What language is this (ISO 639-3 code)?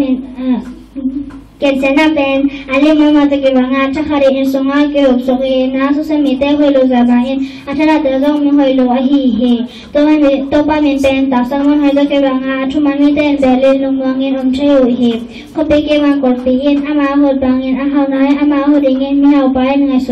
ctd